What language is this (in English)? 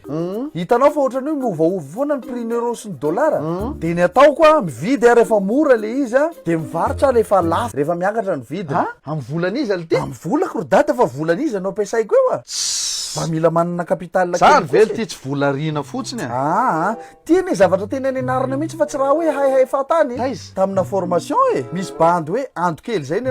Malagasy